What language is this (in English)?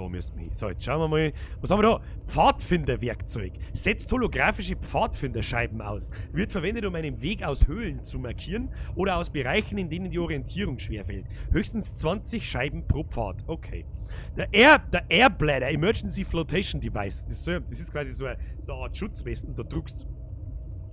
Bavarian